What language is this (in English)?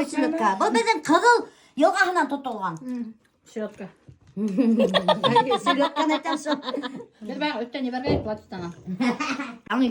Bashkir